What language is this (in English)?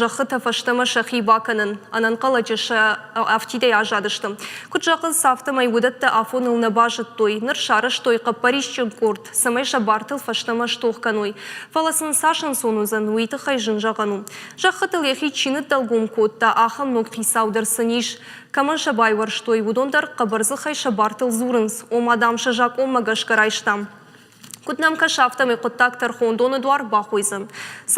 Ossetic